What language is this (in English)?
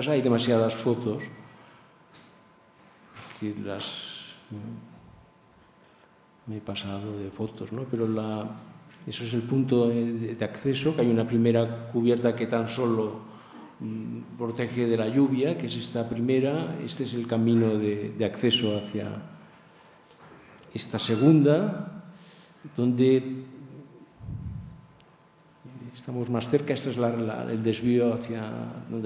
Spanish